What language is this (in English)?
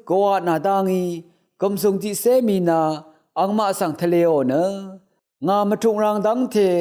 Rawang